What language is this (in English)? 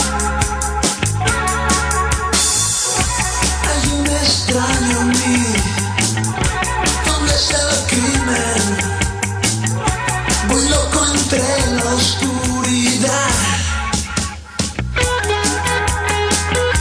Spanish